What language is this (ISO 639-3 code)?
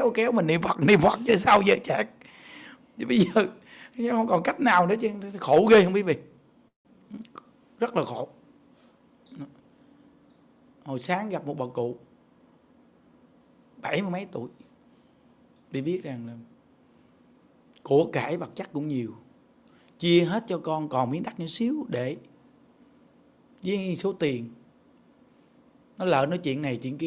vie